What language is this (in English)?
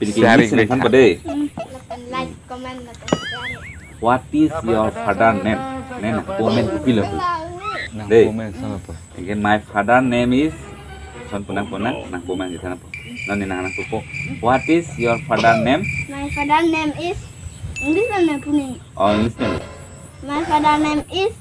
Karbi